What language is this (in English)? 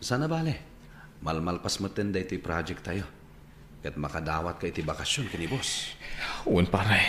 Iloko